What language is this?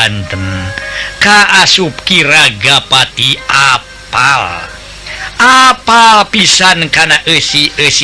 Sundanese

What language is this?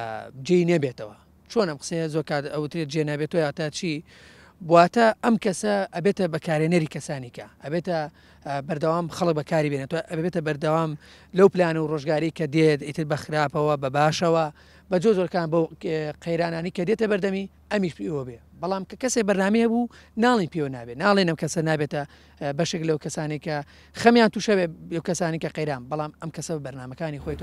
Central Kurdish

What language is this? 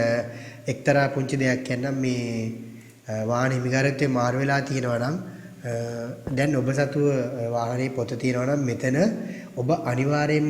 Sinhala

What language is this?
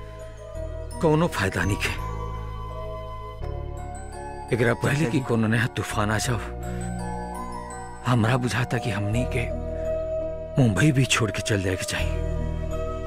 Bhojpuri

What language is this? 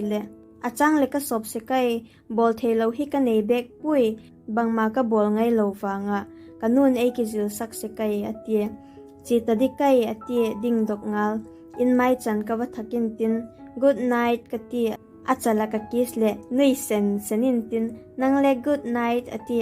Vaiphei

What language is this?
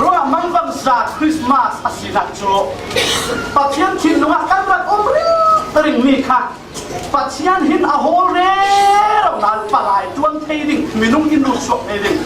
Falam Chin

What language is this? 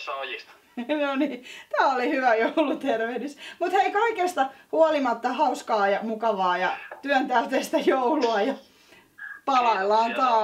Finnish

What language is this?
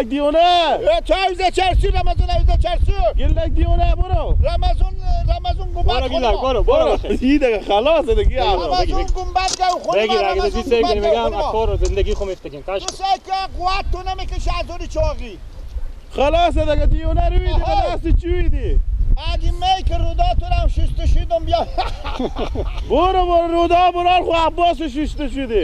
Persian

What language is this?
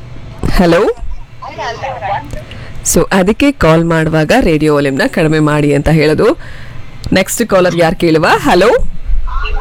Kannada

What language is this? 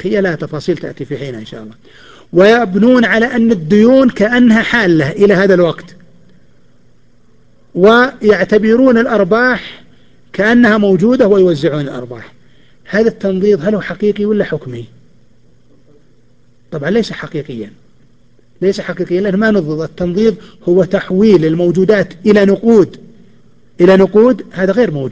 Arabic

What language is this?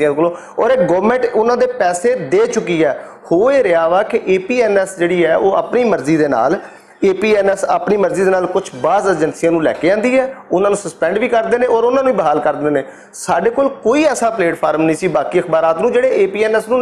Western Panjabi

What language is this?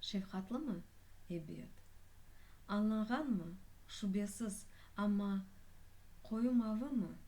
Crimean Tatar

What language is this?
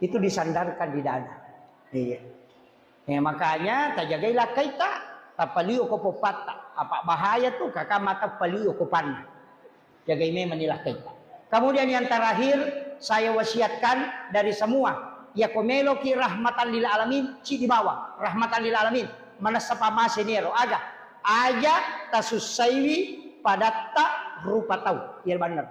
Buginese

